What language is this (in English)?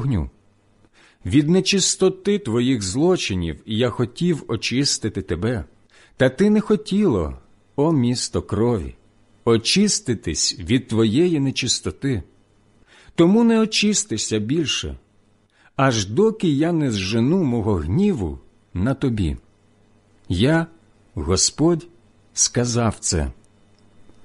Ukrainian